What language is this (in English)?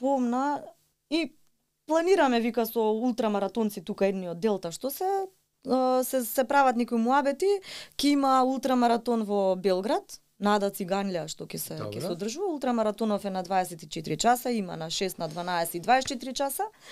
Macedonian